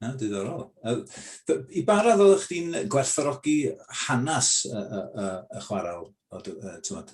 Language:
Welsh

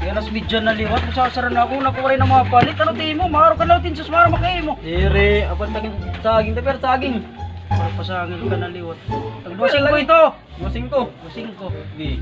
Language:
Waray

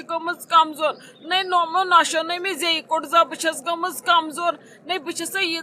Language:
Kashmiri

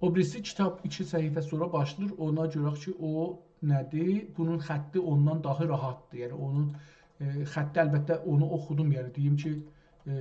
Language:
South Azerbaijani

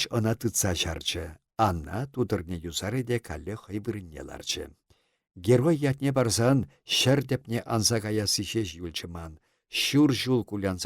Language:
Chuvash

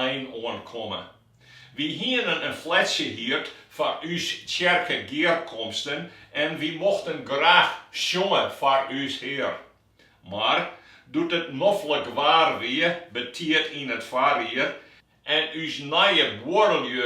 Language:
Western Frisian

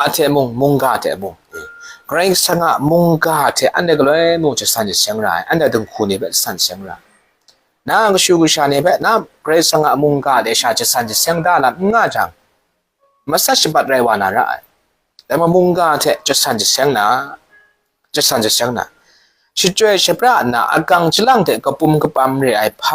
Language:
Kachin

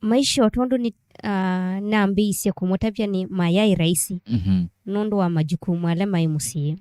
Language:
Kamba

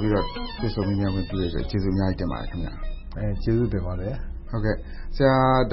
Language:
Burmese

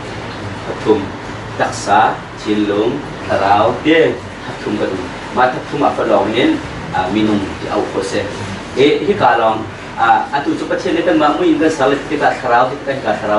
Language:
Hakha Chin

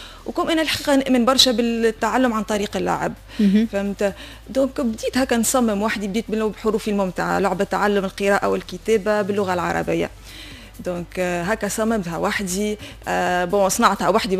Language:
Tunisian Arabic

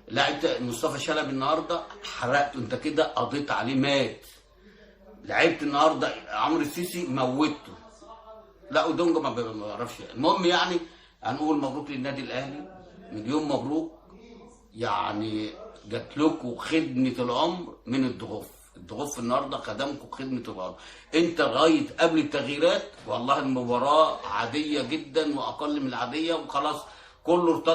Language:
Egyptian Arabic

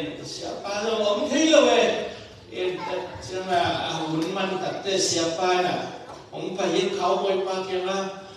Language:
Tedim Chin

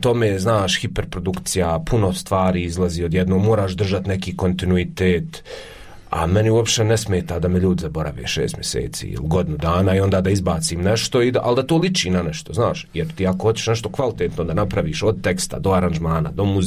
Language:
Croatian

